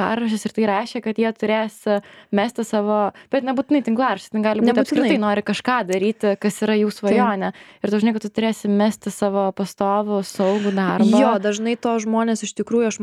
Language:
Lithuanian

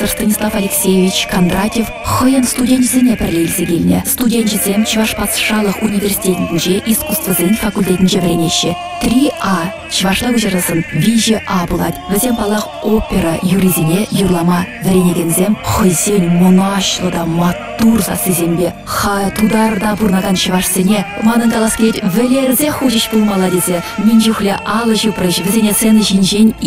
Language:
Chuvash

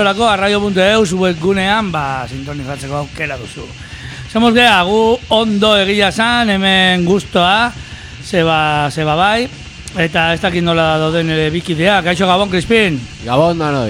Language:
Basque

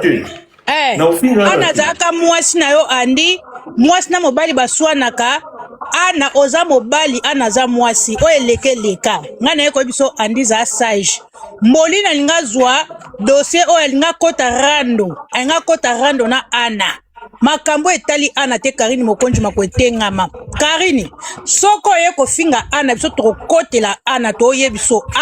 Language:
Lingala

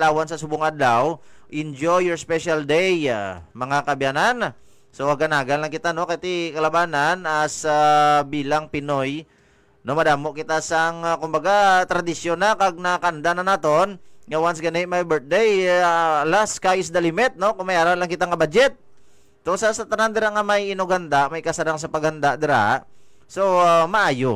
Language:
Hiligaynon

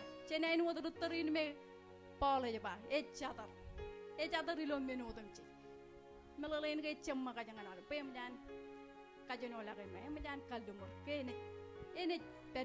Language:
Marshallese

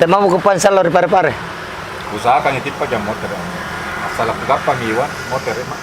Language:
Makassar Malay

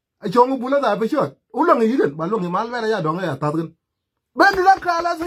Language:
Nuer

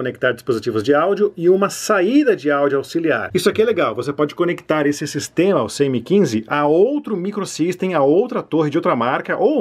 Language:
Portuguese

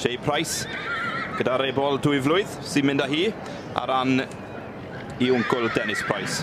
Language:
Welsh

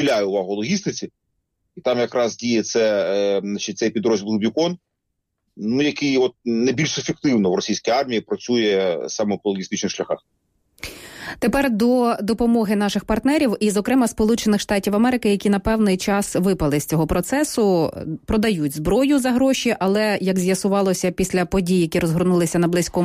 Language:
Ukrainian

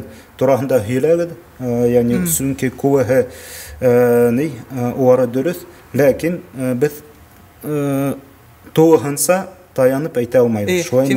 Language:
Bashkir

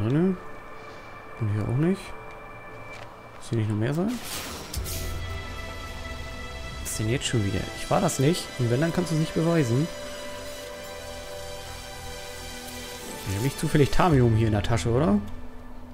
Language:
German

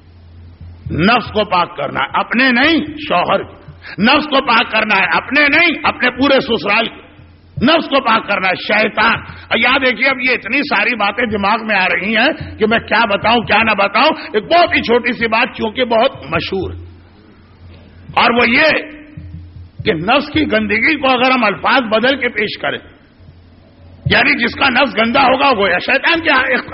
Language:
Urdu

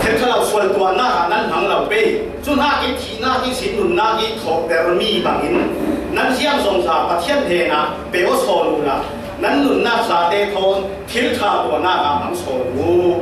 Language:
Falam Chin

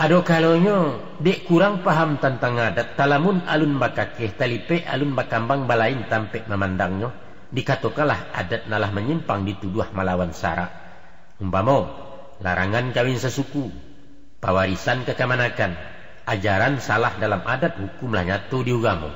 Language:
Minangkabau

